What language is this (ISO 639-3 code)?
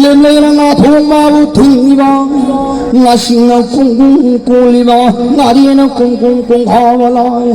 mni